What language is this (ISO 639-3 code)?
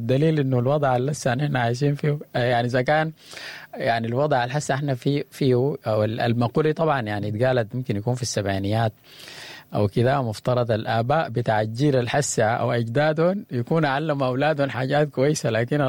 apd